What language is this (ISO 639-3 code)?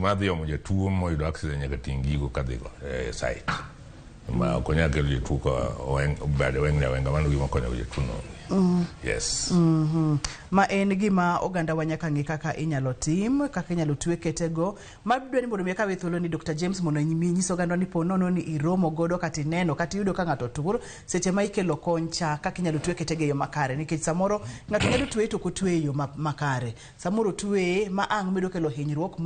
luo